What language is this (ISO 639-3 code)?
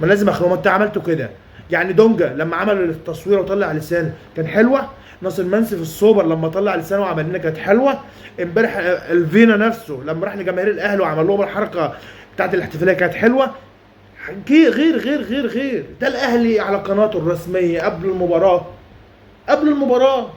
arz